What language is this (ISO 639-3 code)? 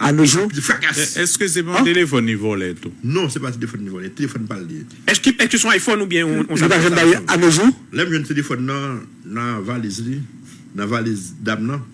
hat